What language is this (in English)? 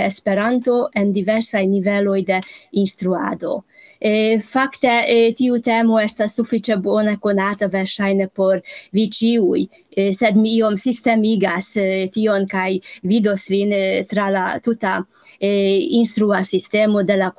Esperanto